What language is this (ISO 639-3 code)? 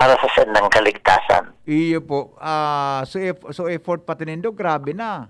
bik